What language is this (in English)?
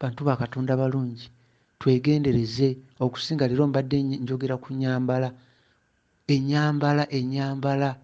Ganda